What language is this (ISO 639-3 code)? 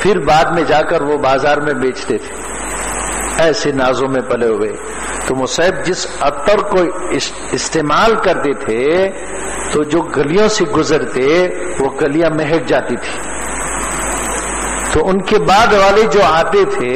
urd